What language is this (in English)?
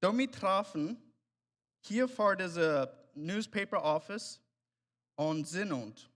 Plautdietsch